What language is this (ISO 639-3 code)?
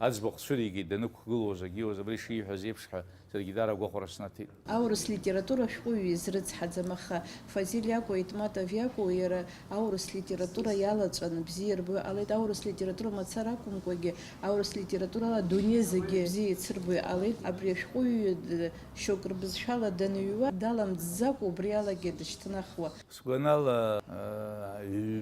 abk